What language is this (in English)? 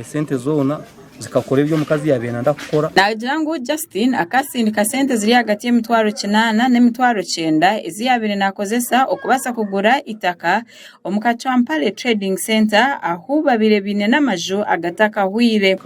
Nyankole